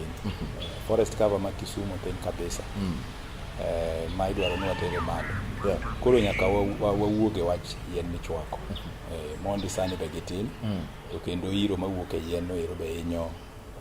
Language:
Luo (Kenya and Tanzania)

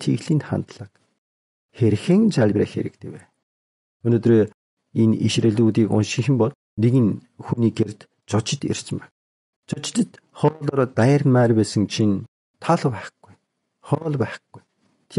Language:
Mongolian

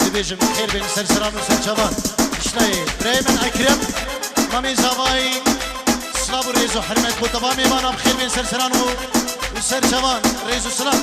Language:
Kurdish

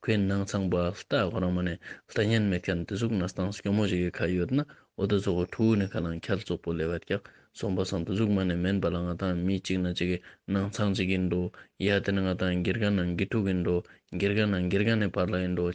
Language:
Ladakhi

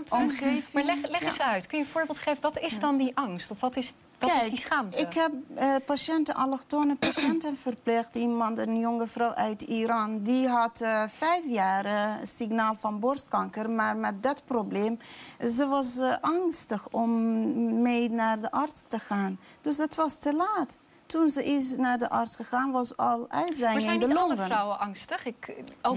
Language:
Dutch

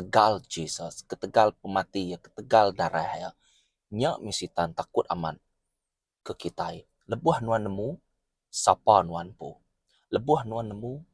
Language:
Iban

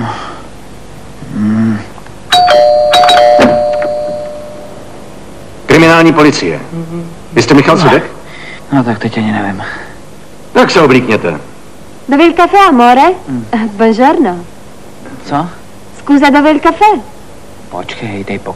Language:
Czech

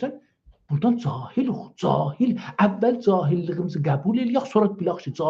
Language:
South Azerbaijani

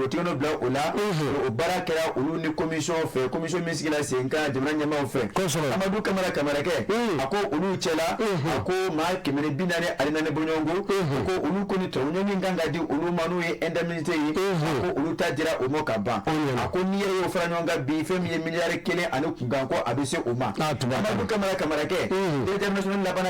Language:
Bambara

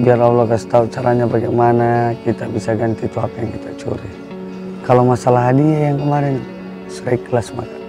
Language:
Makassar Malay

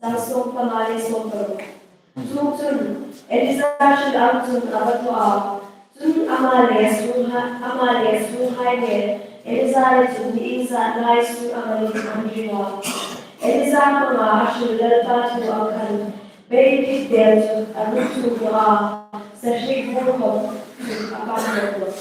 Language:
Hmar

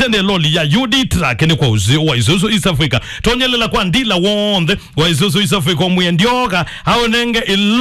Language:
Kamba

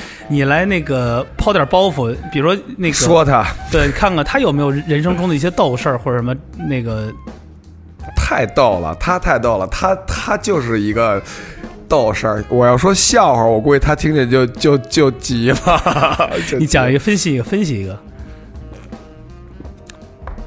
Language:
Chinese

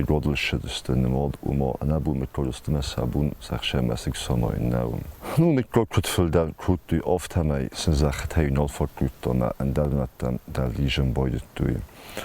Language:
Ossetic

